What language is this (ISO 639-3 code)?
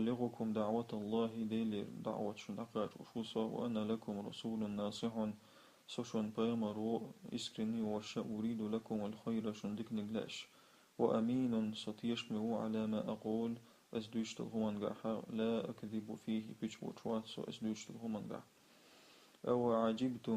che